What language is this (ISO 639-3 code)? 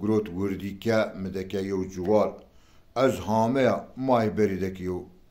zza